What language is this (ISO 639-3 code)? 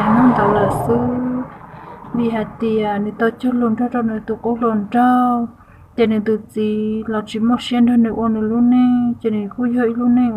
hmn